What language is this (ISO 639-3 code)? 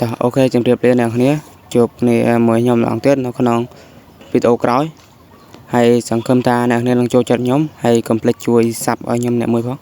khm